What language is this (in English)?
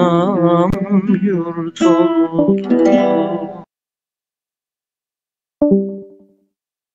Turkish